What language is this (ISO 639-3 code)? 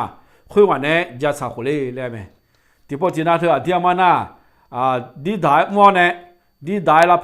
ahk